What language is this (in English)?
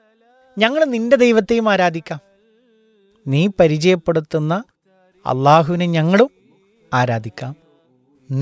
Malayalam